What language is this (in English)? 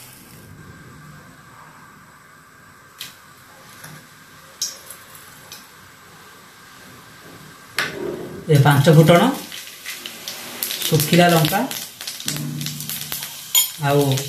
Odia